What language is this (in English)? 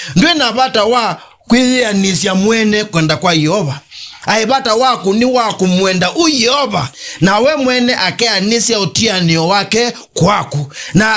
Kamba